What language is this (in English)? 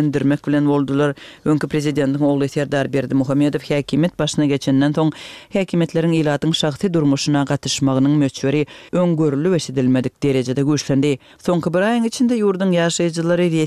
Turkmen